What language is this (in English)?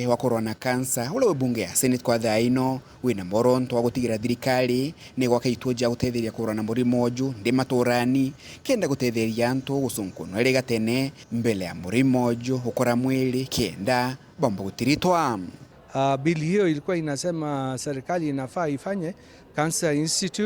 Meru